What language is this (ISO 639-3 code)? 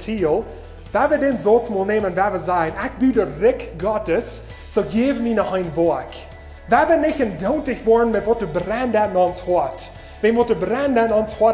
pdt